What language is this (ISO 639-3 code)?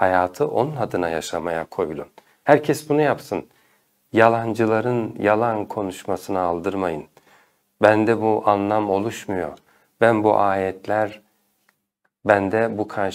tur